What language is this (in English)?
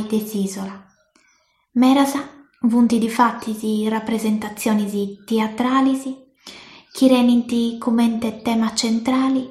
Sardinian